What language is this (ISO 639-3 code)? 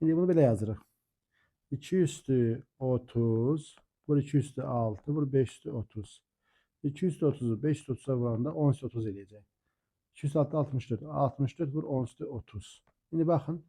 aze